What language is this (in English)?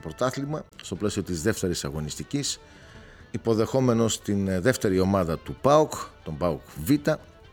Greek